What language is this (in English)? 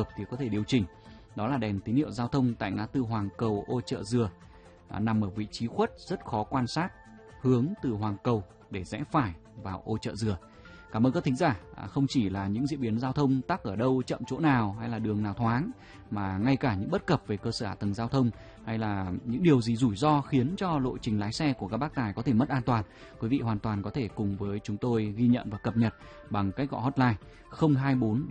Vietnamese